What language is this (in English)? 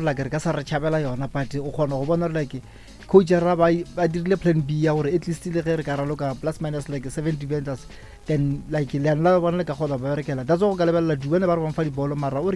Northern Sotho